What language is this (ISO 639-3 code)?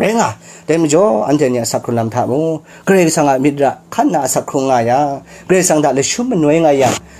kac